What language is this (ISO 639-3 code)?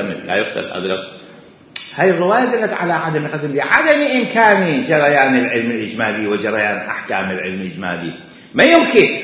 acm